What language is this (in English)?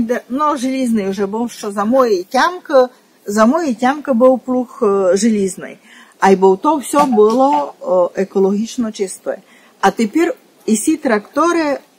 Rusyn